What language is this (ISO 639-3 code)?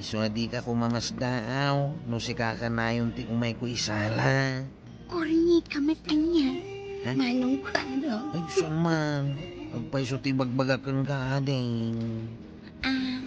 ilo